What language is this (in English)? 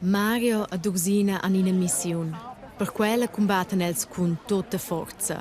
Romansh